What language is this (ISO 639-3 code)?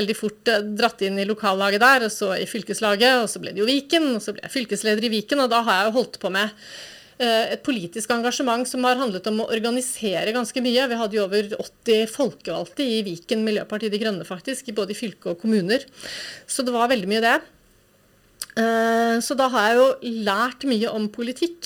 nor